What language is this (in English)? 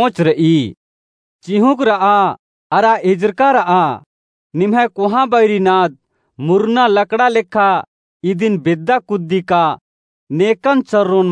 Kurukh